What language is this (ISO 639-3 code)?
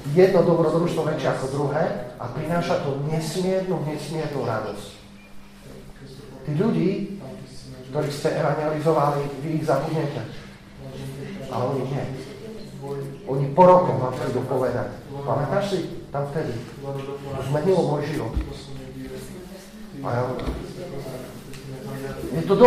slk